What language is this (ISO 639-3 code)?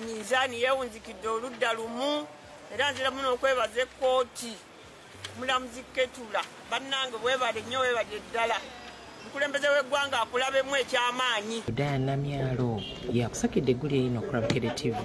lug